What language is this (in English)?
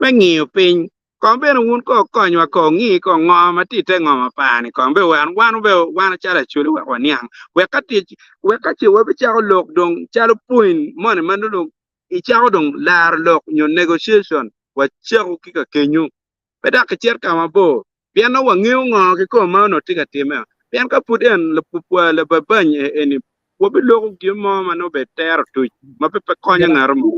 Acoli